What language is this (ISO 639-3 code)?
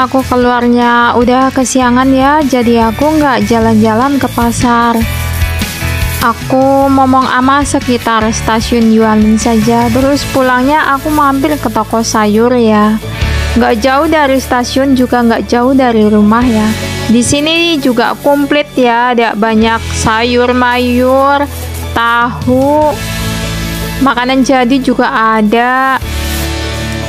ind